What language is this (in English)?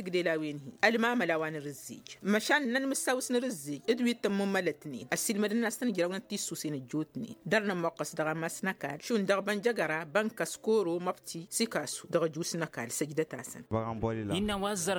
Tamasheq